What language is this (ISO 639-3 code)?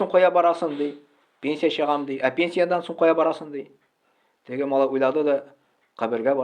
tat